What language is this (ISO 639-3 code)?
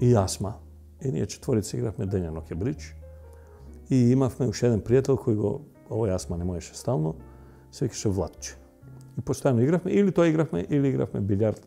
mkd